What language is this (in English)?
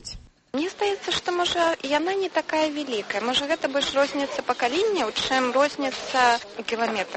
Belarusian